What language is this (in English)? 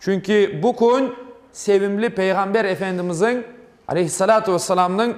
Crimean Tatar